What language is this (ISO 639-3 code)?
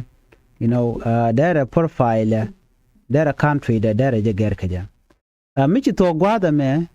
nus